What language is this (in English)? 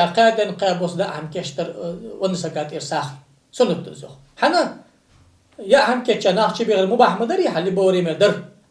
Ingush